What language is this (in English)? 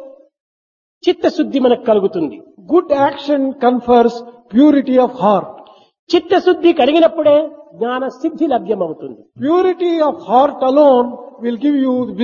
Telugu